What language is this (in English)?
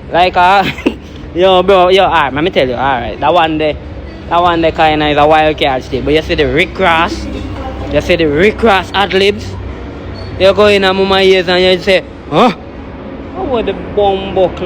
Jamaican Creole English